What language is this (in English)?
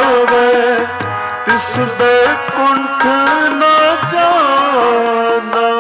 Hindi